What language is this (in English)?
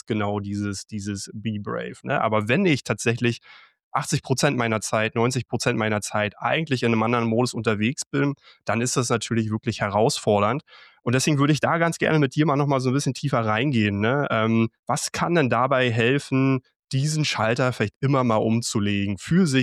German